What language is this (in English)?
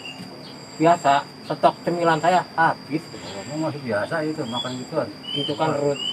Betawi